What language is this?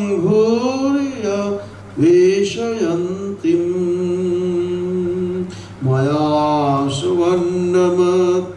Bangla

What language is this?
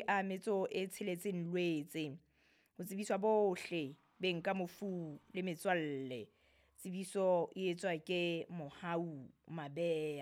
Southern Sotho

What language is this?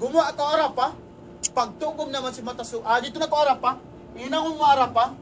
Tausug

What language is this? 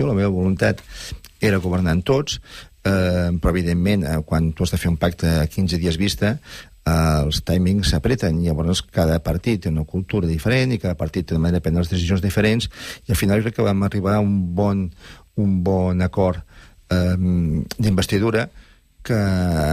Catalan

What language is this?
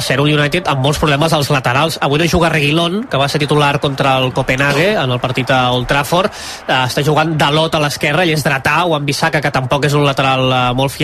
Catalan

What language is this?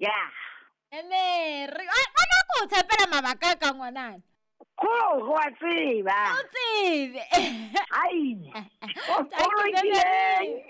Southern Sotho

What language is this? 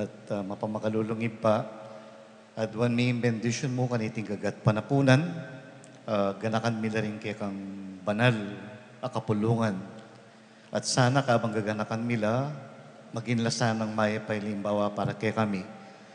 Pampanga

